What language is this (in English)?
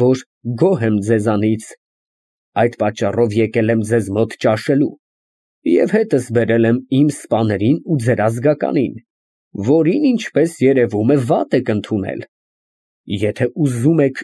Armenian